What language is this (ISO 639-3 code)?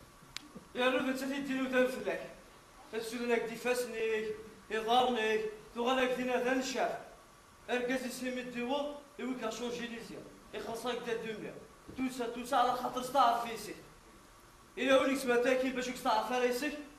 kab